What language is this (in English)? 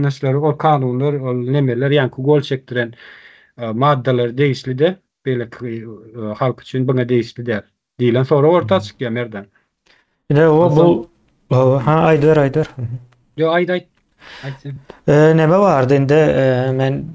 Turkmen